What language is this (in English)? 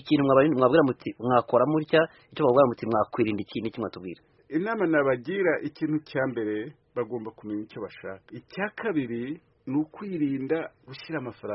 Kinyarwanda